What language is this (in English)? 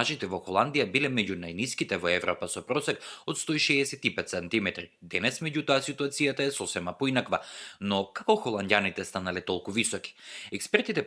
Macedonian